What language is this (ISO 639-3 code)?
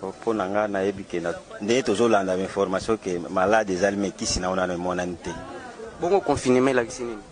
lin